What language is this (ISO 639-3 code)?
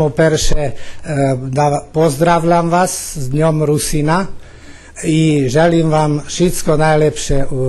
rue